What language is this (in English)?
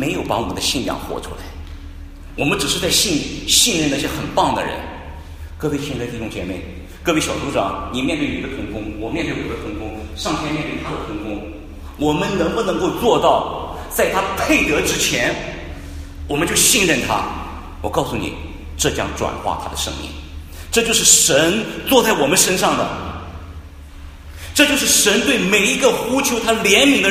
Chinese